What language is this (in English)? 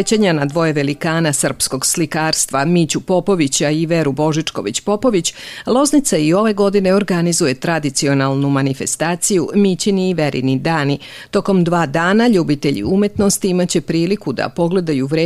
Serbian